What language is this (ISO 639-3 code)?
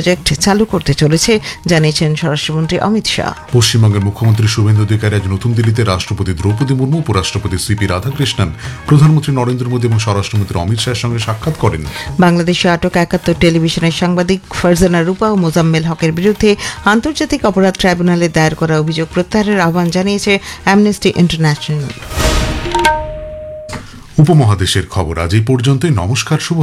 ben